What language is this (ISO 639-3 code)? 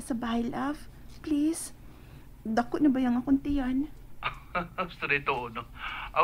ceb